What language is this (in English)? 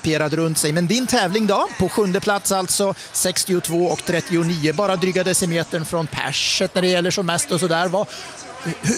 Swedish